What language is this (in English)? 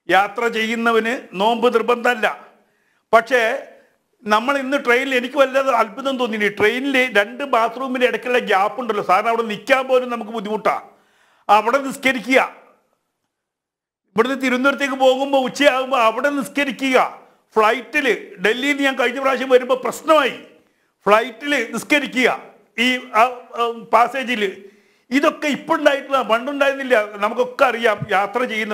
Malayalam